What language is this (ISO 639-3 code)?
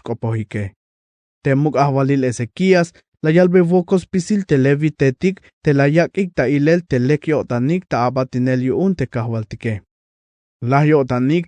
tzh